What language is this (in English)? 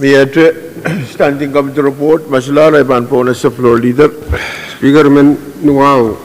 Pohnpeian